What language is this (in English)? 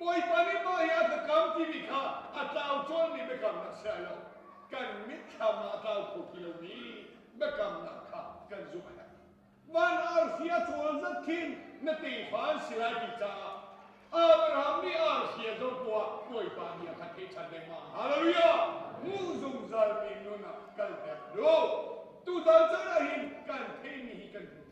Hakha Chin